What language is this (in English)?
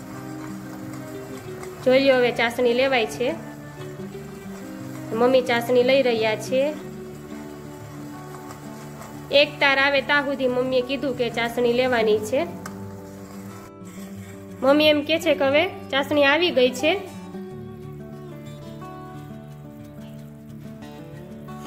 Gujarati